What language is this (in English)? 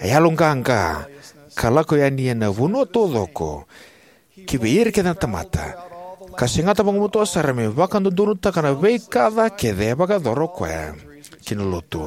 Fijian